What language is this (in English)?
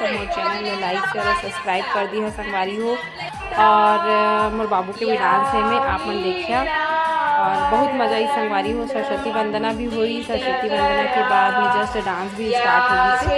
Chhattisgarhi